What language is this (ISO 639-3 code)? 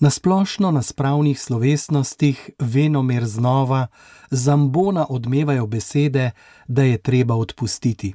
slv